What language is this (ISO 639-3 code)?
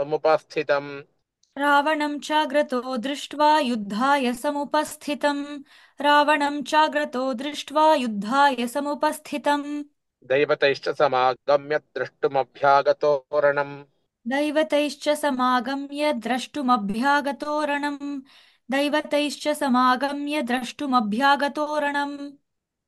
san